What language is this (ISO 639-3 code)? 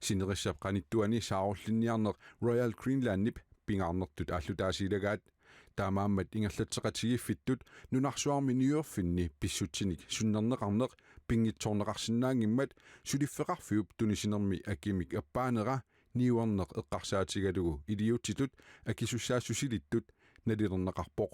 kal